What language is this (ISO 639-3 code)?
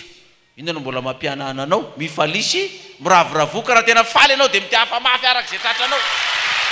mlg